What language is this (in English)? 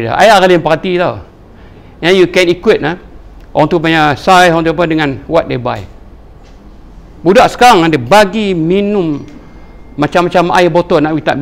Malay